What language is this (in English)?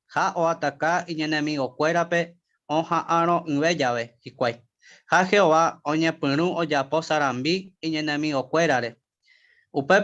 Guarani